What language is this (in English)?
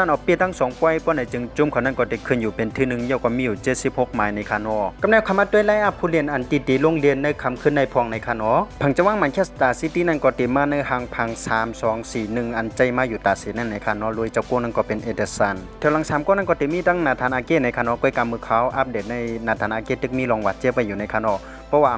Shan